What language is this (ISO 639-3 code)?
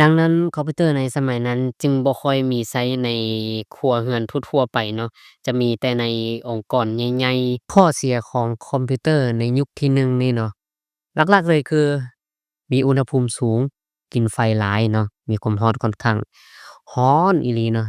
lao